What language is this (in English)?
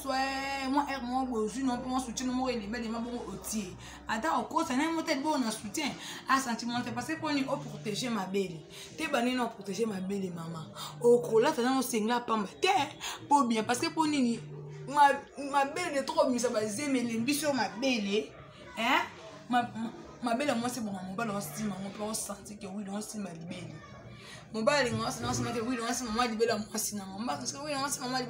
Lingala